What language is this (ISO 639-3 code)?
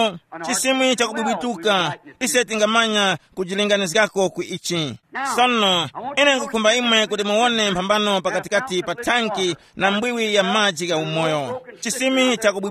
tum